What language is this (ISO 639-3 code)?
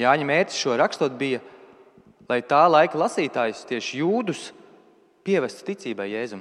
lav